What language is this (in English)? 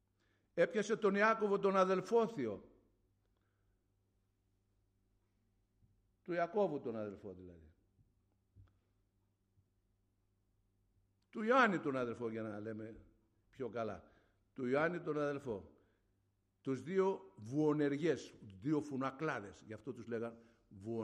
Greek